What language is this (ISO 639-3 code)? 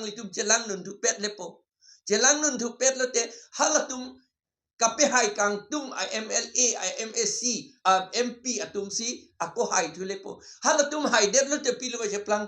mjw